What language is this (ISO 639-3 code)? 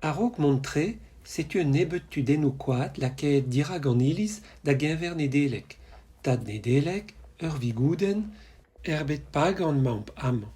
bre